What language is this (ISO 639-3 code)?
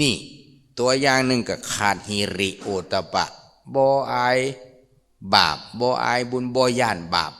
lao